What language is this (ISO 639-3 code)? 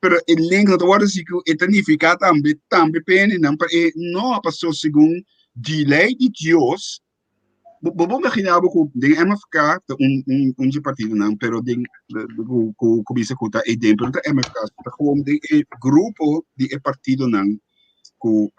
pap